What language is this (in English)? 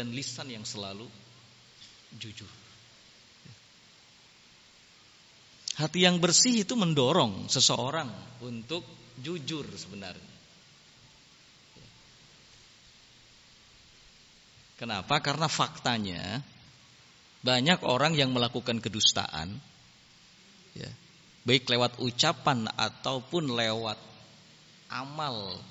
Indonesian